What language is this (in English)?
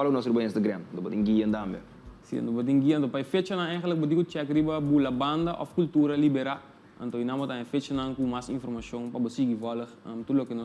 Papiamento